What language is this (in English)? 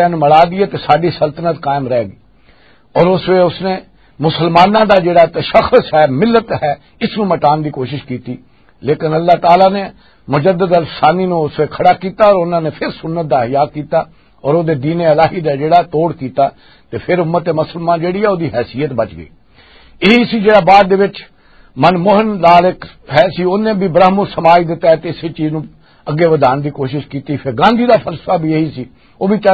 Western Panjabi